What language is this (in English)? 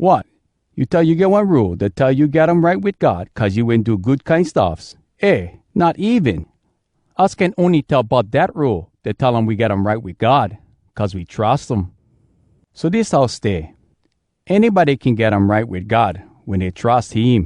Hawai'i Creole English